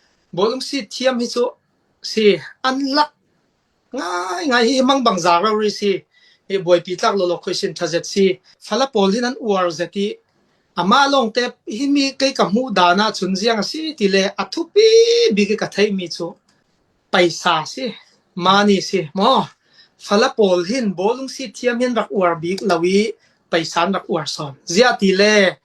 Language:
Falam Chin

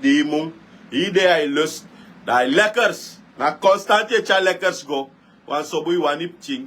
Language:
Sranan Tongo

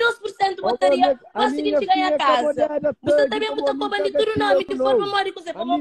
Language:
Kabuverdianu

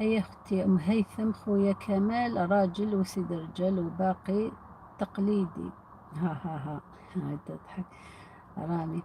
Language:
Algerian Arabic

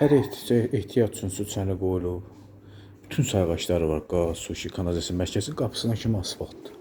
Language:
Azerbaijani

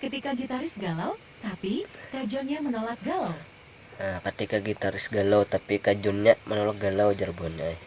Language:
Banjar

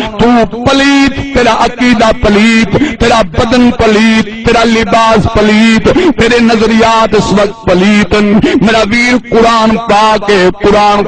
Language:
Saraiki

